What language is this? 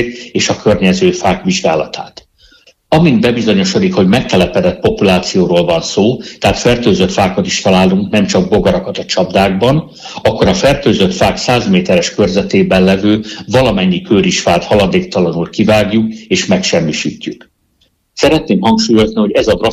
Hungarian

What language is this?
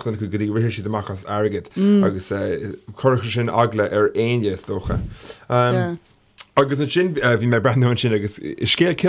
Irish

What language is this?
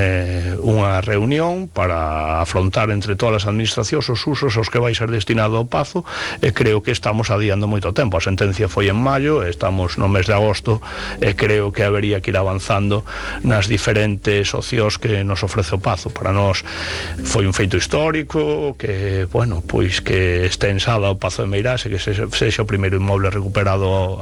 Galician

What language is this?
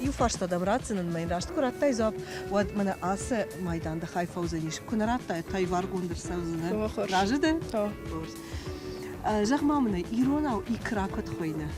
Ossetic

